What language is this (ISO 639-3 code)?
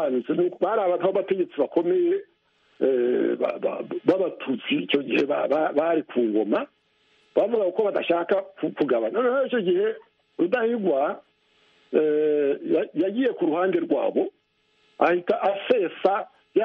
kin